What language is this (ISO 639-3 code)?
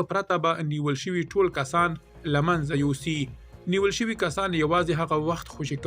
pus